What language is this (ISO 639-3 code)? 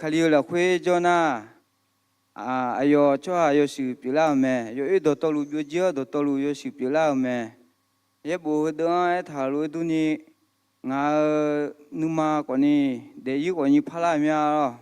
ahk